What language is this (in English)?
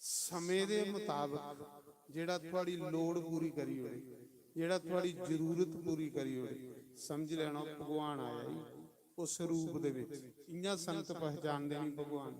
Dogri